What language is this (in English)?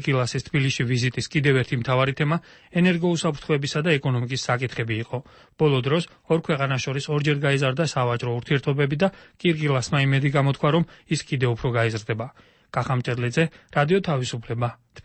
Georgian